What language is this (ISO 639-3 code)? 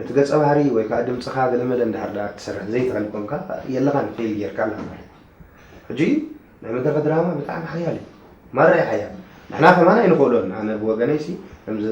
tir